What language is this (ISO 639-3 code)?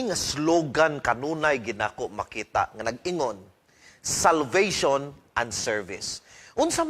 ceb